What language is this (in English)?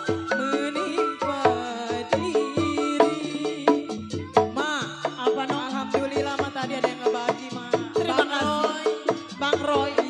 Betawi